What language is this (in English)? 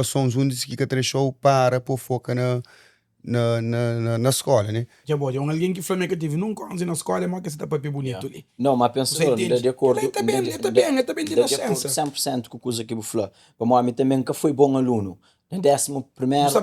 Kabuverdianu